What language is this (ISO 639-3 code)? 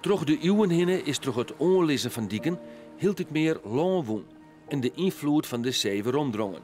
fry